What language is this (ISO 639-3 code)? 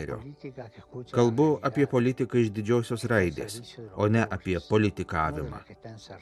lit